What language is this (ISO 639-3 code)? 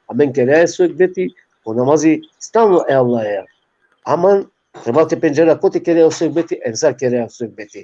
rmn